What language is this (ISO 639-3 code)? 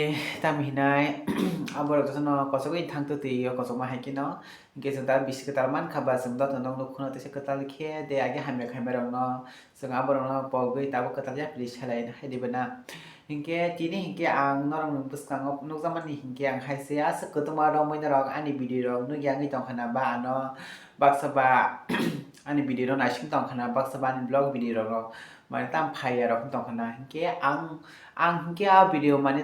trp